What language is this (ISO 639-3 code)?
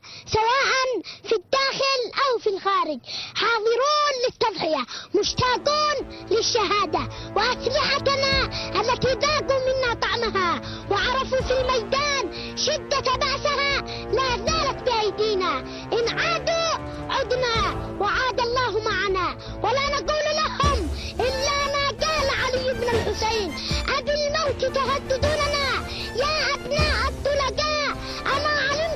ara